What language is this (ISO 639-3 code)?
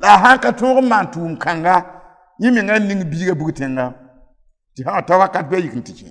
mos